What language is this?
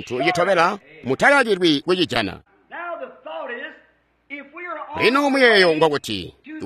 Tonga (Zambia)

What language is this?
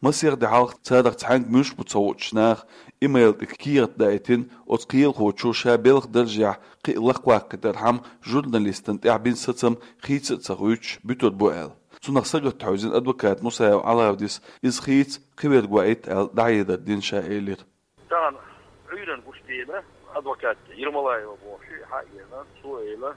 Chechen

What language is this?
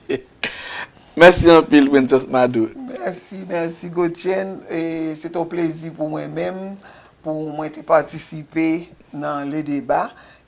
Haitian Creole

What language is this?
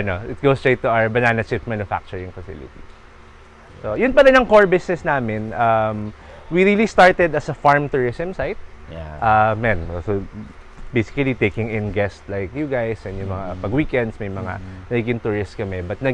Filipino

